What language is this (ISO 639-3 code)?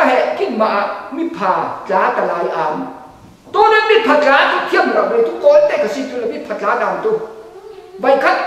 cfm